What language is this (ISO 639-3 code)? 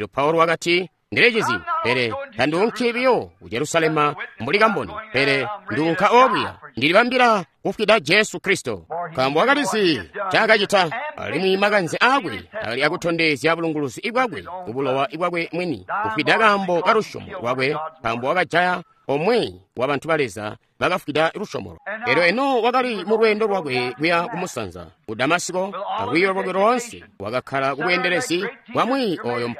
toi